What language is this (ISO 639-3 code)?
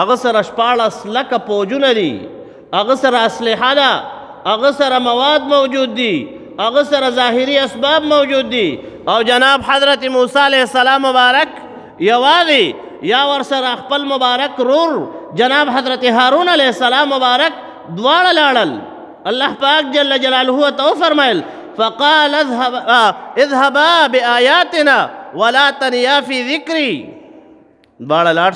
pus